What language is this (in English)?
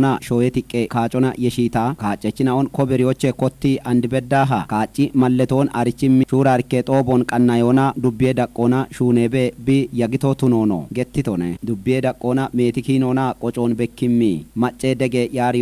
Kafa